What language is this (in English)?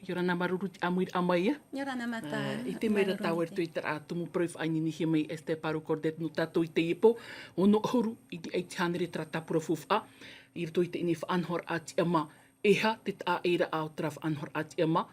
Tahitian